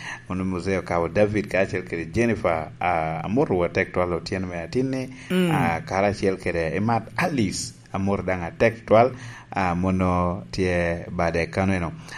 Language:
Lango (Uganda)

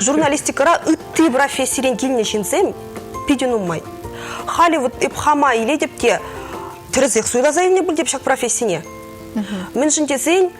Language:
Chuvash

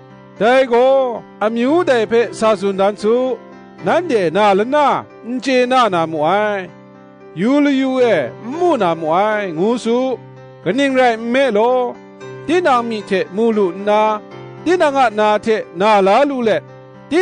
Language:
Kachin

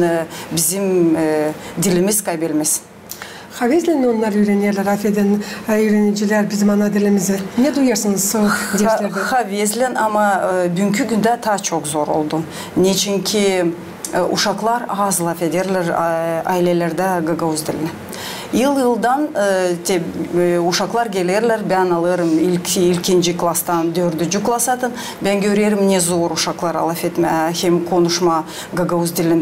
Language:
Gagauz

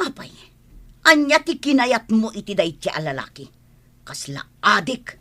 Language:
Iloko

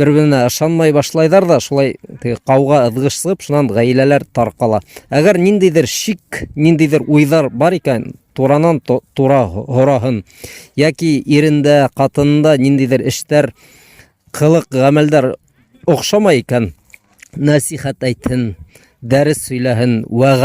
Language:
Bashkir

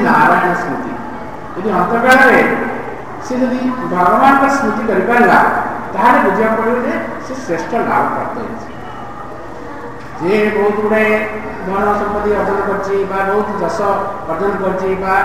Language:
Odia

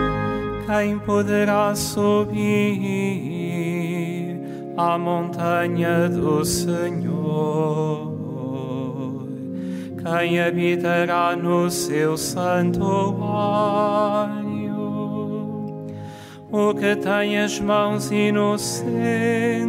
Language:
Portuguese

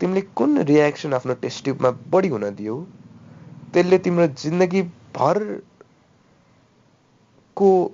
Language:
Nepali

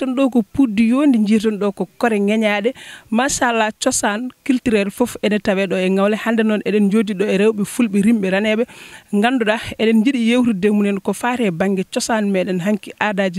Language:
Fula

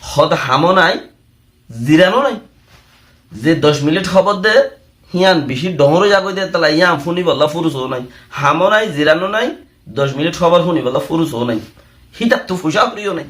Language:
Rohingya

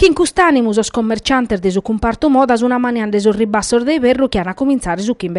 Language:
Sardinian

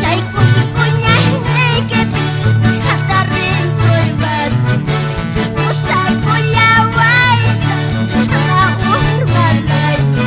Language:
South Bolivian Quechua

